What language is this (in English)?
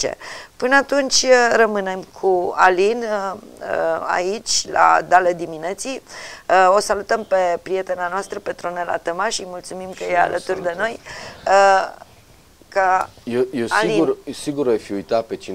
Romanian